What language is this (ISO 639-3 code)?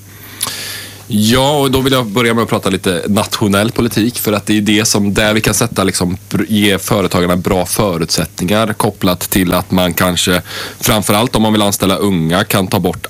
swe